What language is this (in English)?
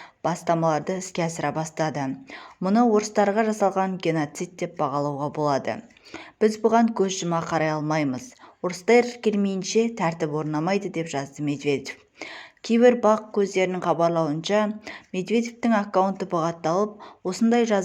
Kazakh